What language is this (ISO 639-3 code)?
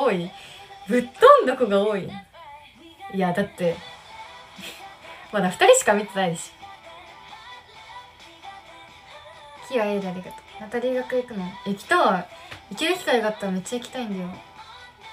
jpn